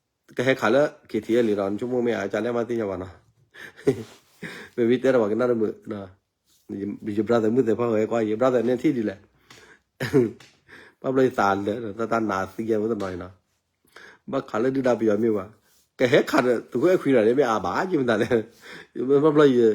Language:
S'gaw Karen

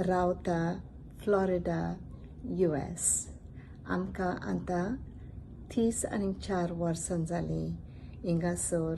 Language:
Konkani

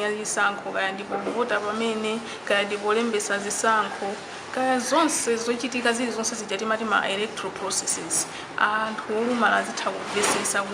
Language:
Nyanja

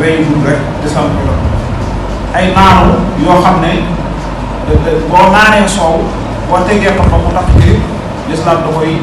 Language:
Wolof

